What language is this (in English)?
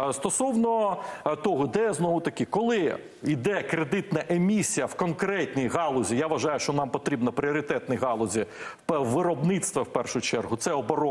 Ukrainian